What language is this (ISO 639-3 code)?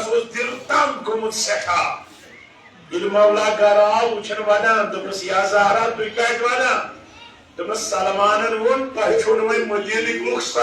kas